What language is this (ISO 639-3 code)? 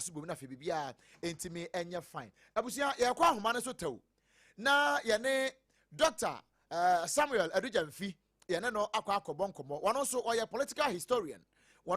aka